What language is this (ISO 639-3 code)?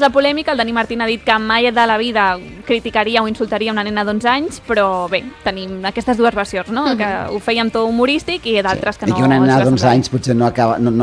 cat